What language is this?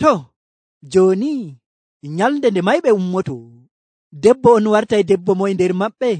Nigerian Fulfulde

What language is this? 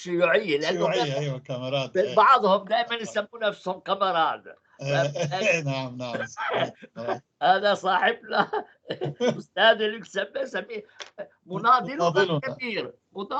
North Levantine Arabic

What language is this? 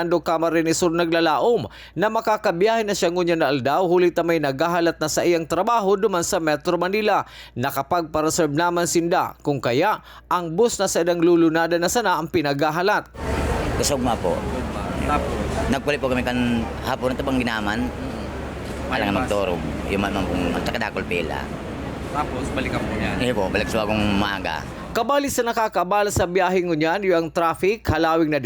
Bikol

